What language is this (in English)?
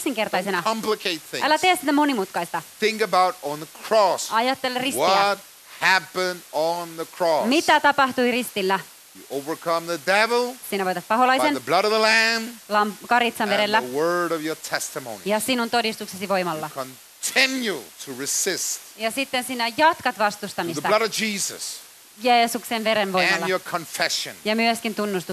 Finnish